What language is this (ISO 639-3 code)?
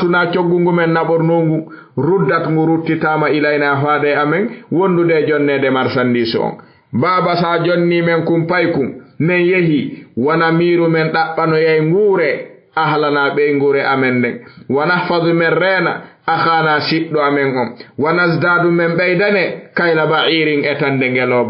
ful